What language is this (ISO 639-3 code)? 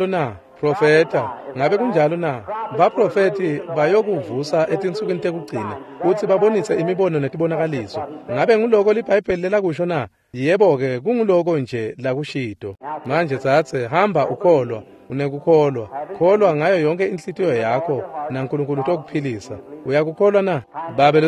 ssw